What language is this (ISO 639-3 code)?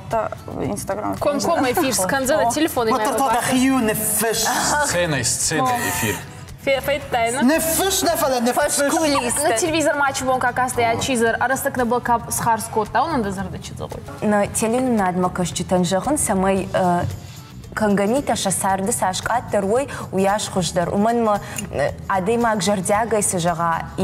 oss